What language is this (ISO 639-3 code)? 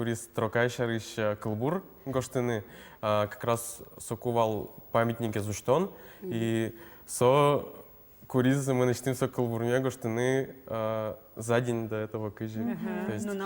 udm